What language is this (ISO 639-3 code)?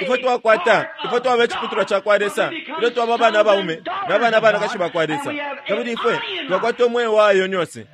bem